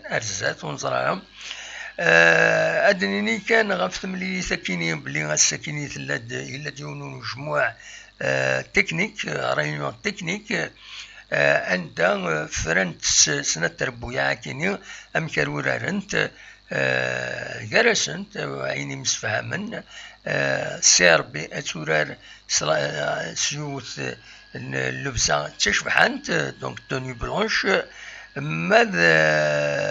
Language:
Kabyle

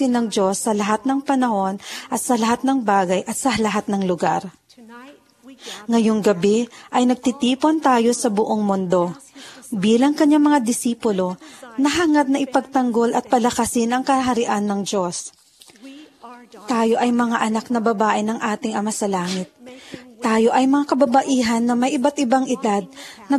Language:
Filipino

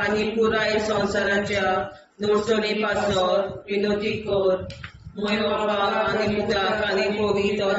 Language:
Konkani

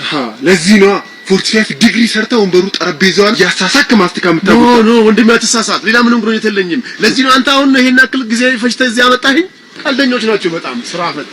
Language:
Amharic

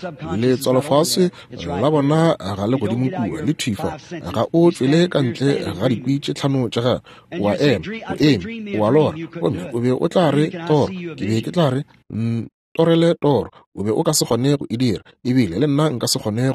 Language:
Northern Sotho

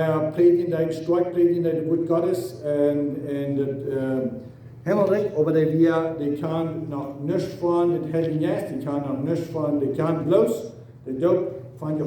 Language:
Plautdietsch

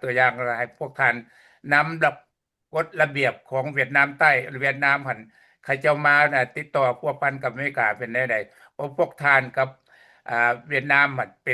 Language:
Lao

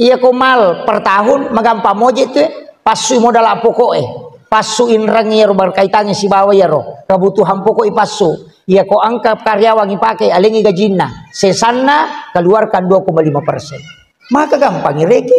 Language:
Buginese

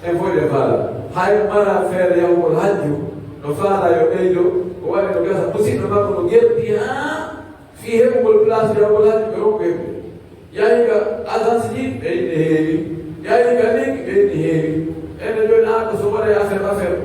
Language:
Pular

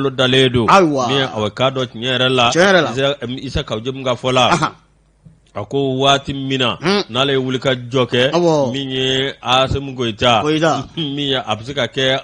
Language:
Bambara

